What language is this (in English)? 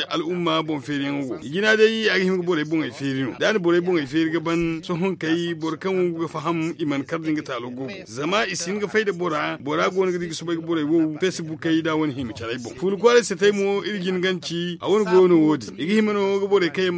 Zarma